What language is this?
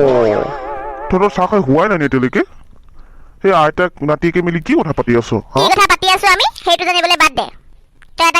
Assamese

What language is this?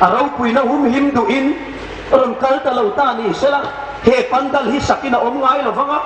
Hmar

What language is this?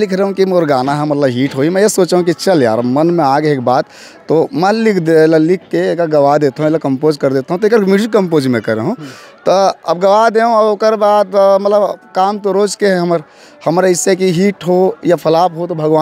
Chhattisgarhi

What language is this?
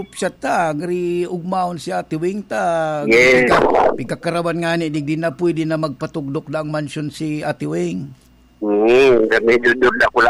Bikol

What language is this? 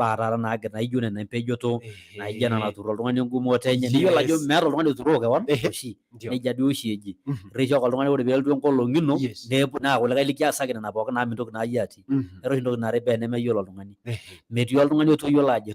Masai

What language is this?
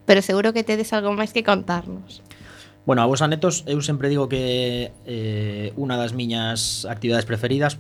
Galician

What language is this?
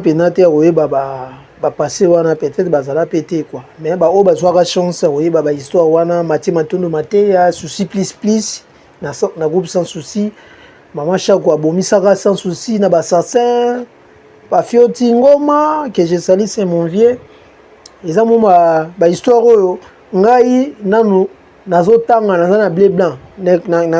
Lingala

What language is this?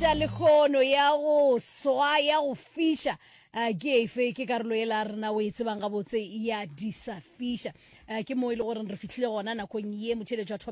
Northern Sotho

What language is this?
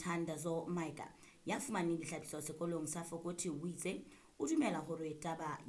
Southern Sotho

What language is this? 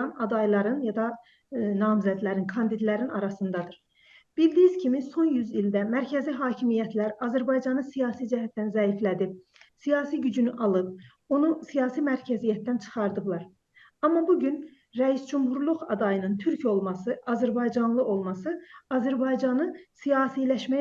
South Azerbaijani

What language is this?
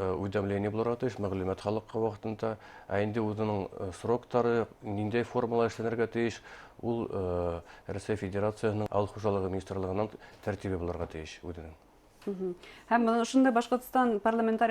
Bashkir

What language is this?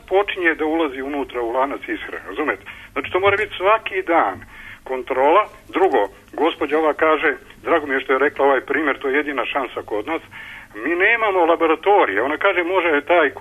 Serbian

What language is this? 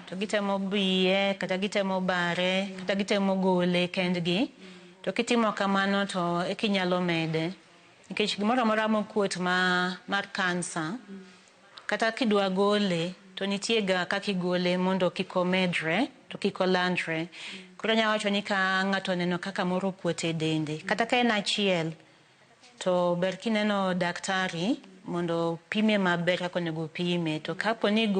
Luo (Kenya and Tanzania)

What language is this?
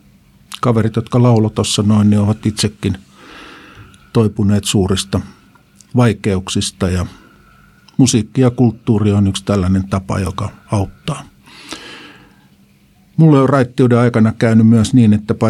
Finnish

